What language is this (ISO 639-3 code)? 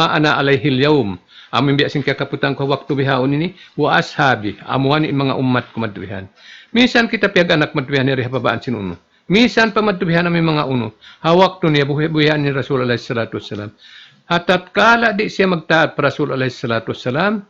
tsg